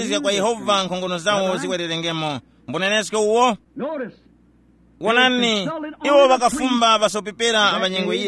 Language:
Tumbuka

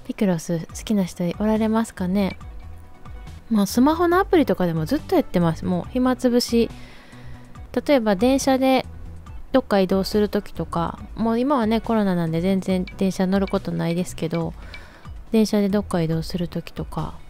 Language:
Japanese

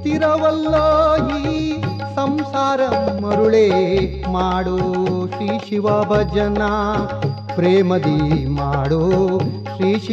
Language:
Kannada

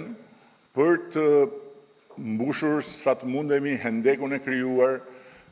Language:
Albanian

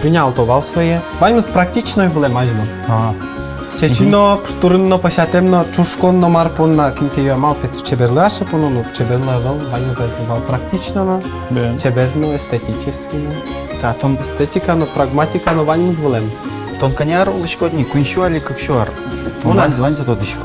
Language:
Udmurt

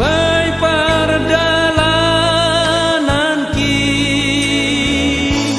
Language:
Batak Simalungun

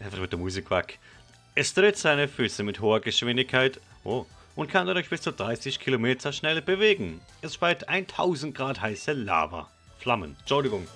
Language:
Swiss German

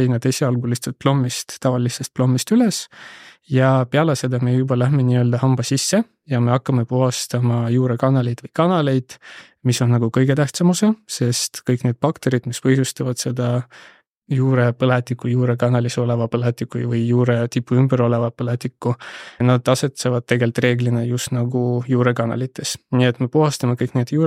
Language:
Estonian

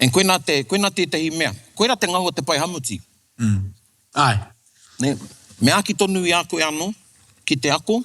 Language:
Māori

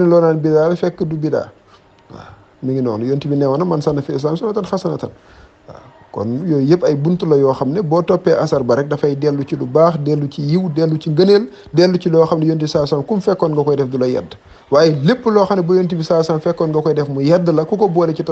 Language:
Wolof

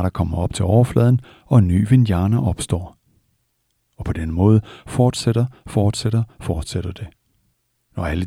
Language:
Danish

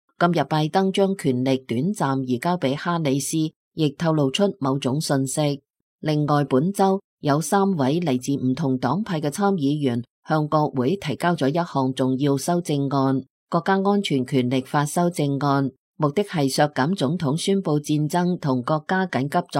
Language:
Cantonese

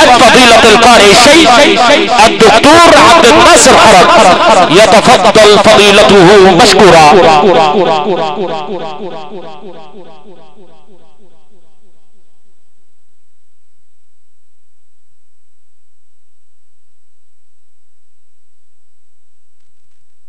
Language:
Arabic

